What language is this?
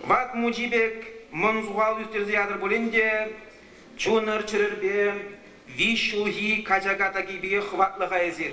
Chuvash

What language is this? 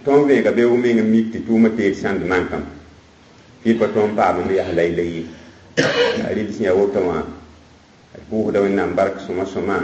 Mossi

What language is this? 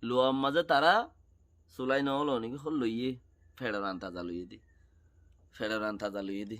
Rohingya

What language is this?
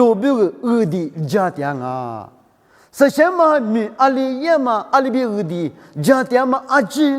Lisu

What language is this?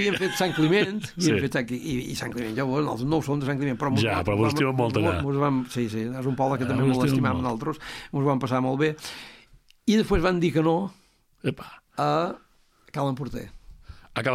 Catalan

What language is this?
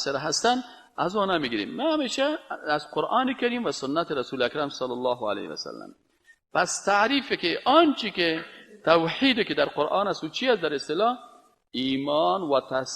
Persian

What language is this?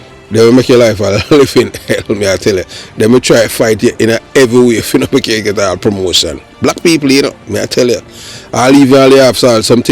Jamaican Creole English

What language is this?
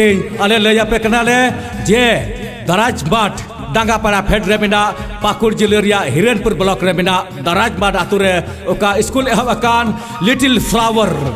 Santali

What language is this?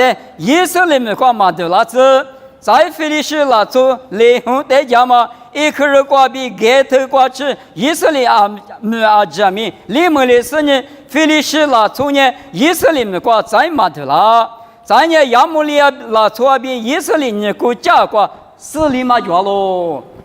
Lisu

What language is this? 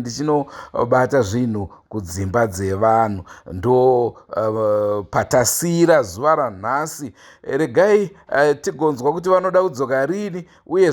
Shona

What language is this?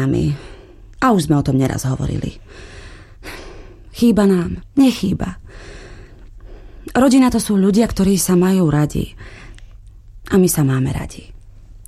Slovak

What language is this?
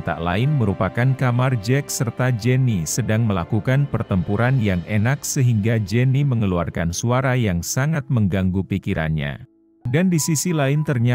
Indonesian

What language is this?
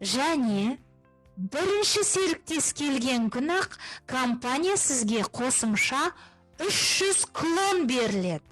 Kazakh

